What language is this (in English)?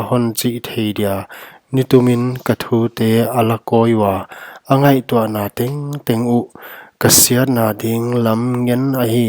Paite Chin